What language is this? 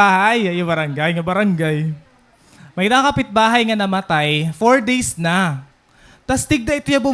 Waray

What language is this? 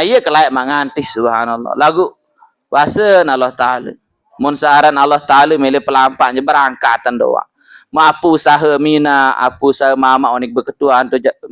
Sasak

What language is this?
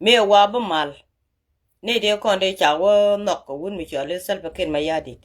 Nuer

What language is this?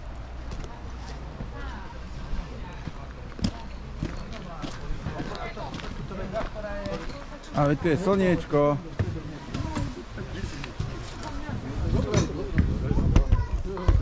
Slovak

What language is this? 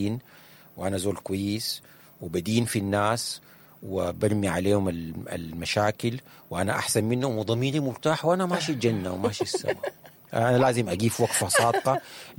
Sudanese Arabic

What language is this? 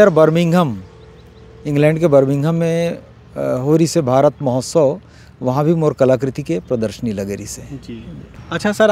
Chhattisgarhi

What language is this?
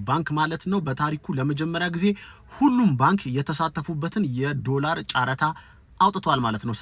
Amharic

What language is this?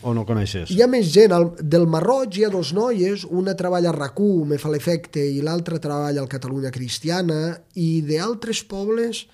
Catalan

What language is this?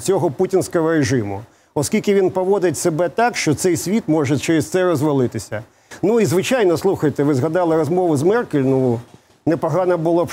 Ukrainian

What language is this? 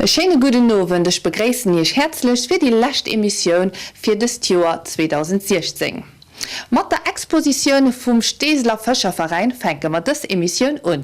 Luxembourgish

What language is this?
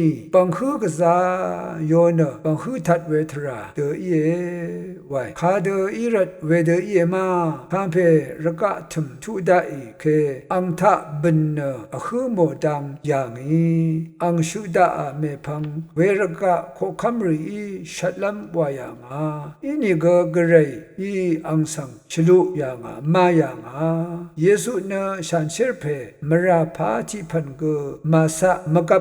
Rawang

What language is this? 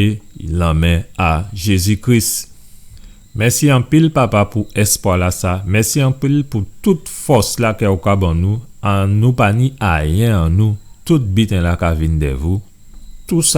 Guadeloupean Creole French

